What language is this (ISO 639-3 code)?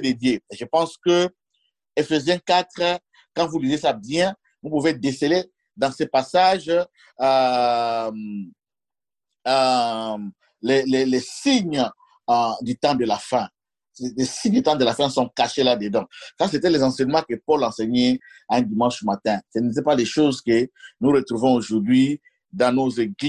fra